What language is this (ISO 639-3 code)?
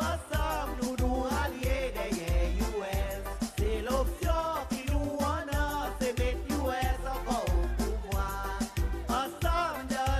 crs